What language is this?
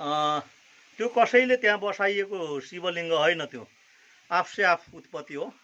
Nepali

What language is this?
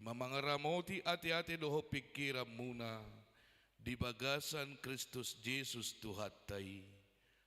Batak Toba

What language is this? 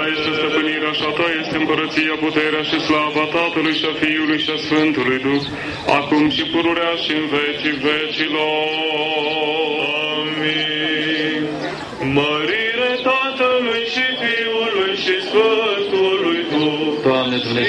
Romanian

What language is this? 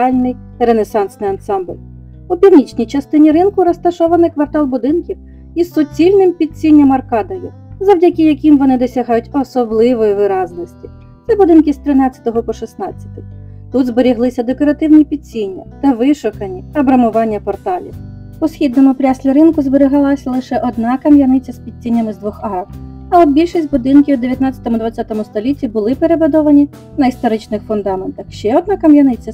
Ukrainian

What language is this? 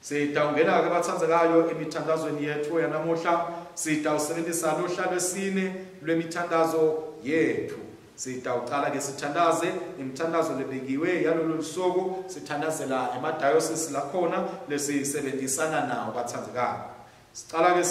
Swati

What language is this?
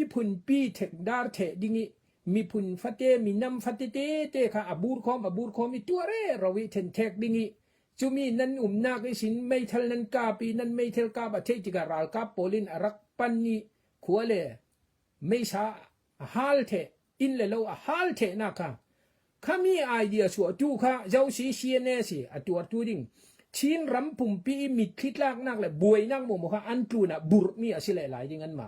Falam Chin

